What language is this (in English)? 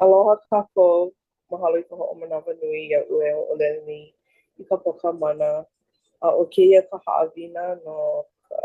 Hawaiian